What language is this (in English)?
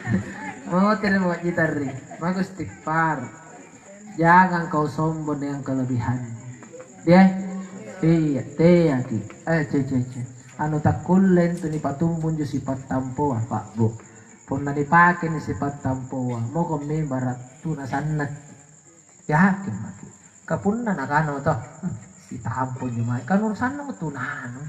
Makasar